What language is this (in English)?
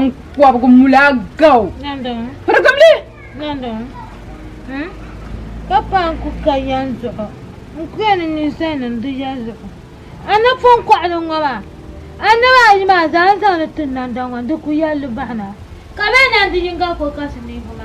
Dagbani